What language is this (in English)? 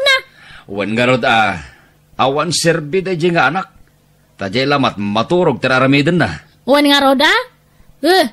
Iloko